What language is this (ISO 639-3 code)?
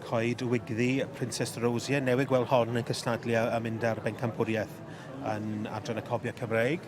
cym